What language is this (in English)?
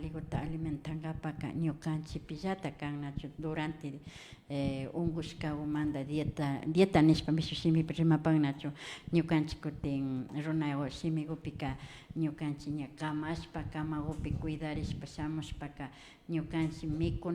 Imbabura Highland Quichua